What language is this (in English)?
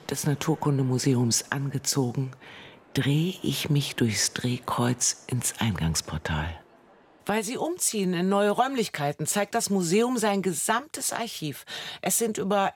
German